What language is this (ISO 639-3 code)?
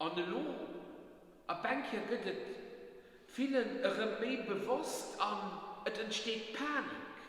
ltz